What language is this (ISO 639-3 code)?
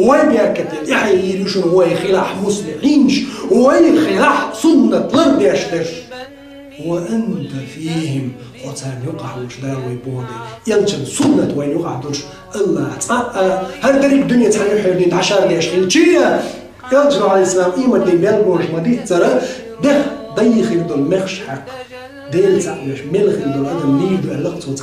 che